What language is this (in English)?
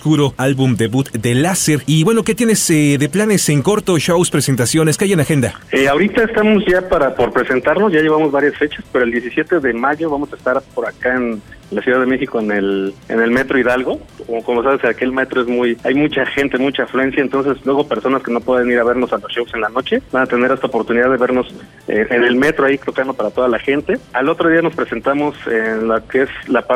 Spanish